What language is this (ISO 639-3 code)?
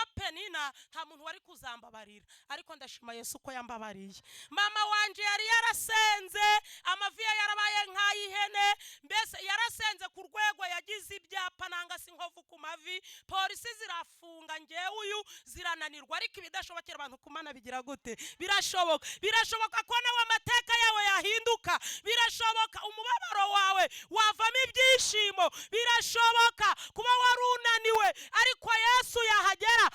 kin